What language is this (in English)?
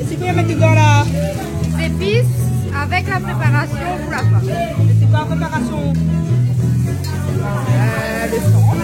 Réunion Creole French